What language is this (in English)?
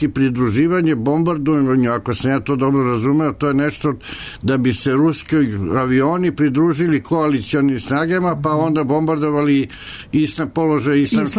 Serbian